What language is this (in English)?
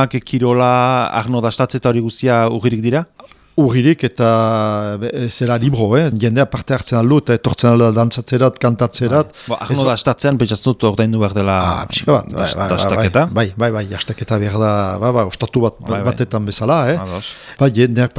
Basque